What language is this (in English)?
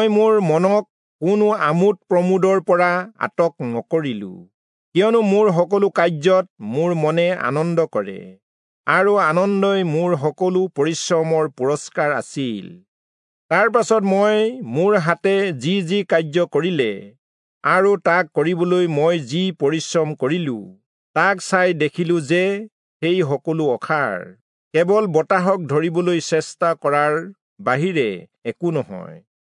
Assamese